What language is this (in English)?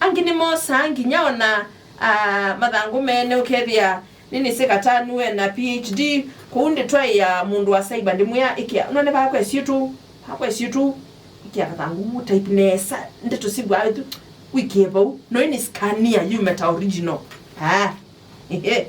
Kamba